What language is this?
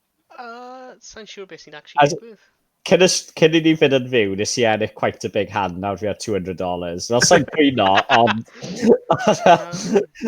Welsh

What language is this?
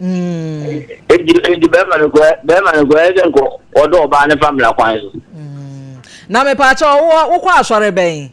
Akan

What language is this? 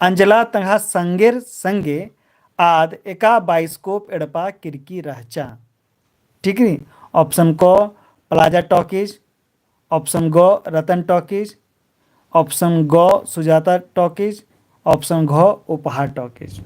Kurukh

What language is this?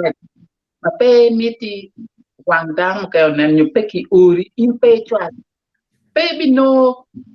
Acoli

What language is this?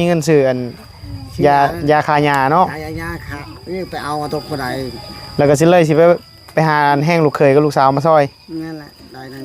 Northeastern Thai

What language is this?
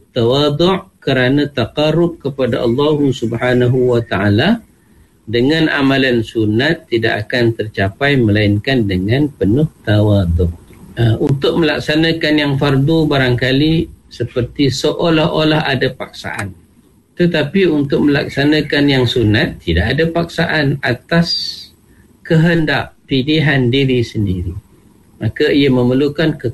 Malay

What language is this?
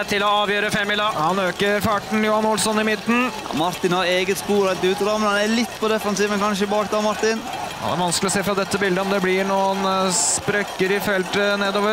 Norwegian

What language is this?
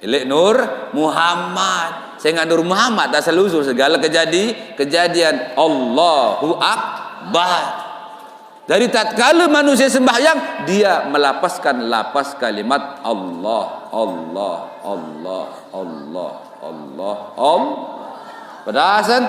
Sasak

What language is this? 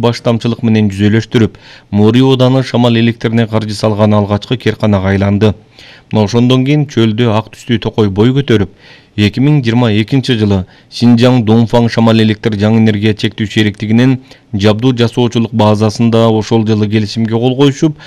Kyrgyz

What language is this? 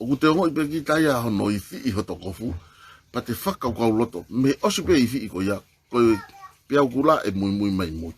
Tongan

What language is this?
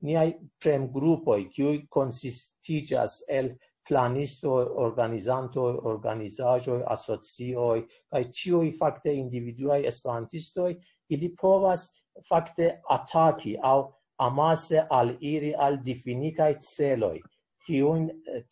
Esperanto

